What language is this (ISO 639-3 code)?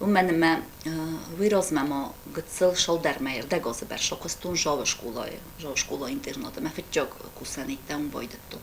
oss